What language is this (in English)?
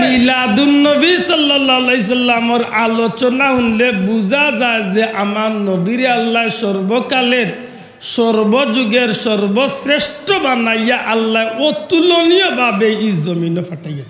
Sylheti